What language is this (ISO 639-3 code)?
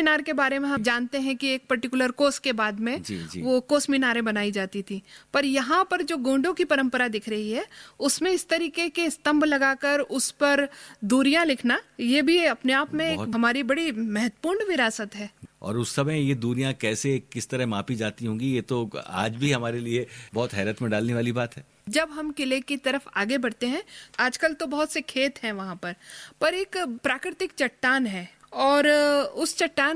hin